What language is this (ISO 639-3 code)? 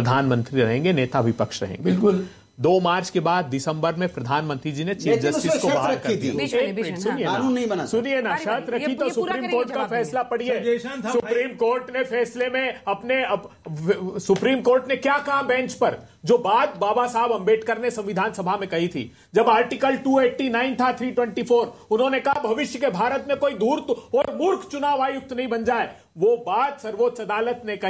hin